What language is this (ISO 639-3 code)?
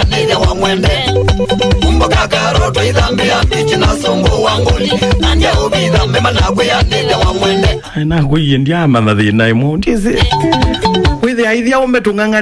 kam